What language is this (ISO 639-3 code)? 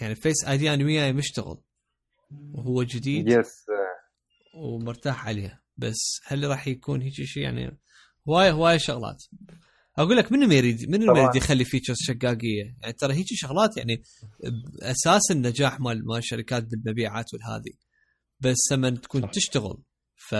acm